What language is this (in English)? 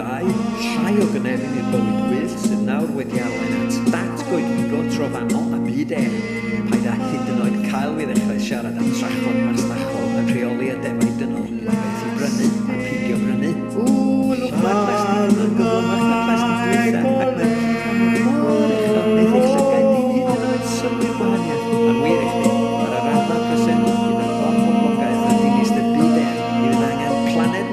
Welsh